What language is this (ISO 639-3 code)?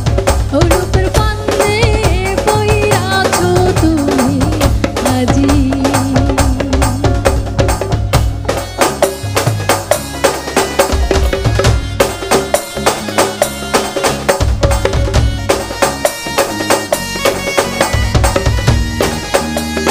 ben